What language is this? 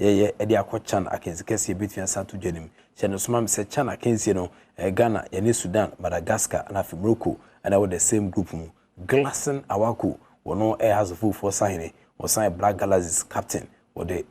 Akan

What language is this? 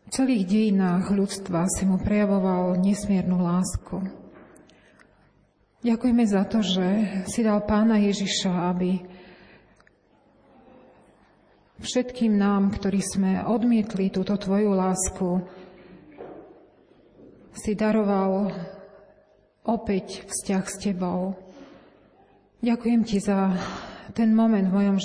Slovak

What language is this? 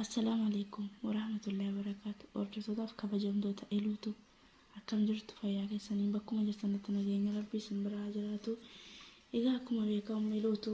Oromo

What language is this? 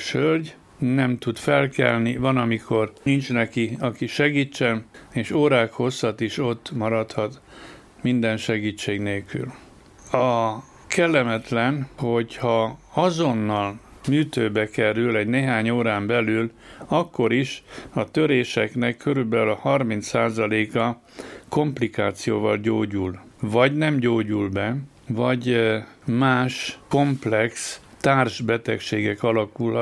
Hungarian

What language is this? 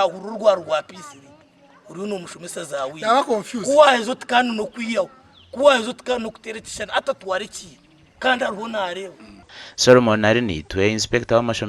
Nyankole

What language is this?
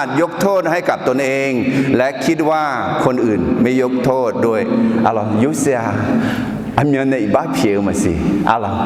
Akha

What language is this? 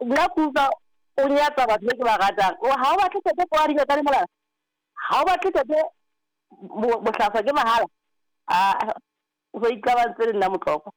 Southern Sotho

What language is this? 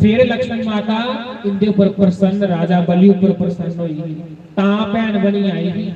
Dogri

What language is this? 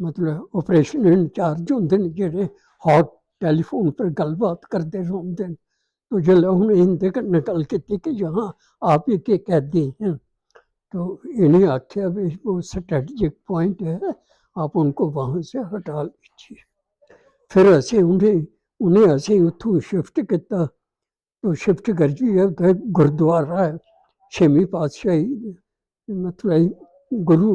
Dogri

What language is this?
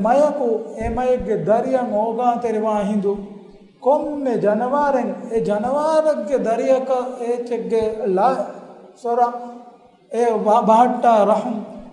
Divehi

